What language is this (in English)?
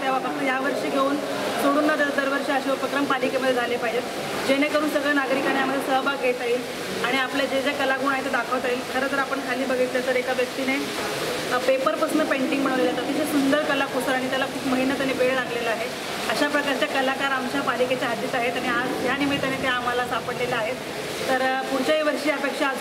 Marathi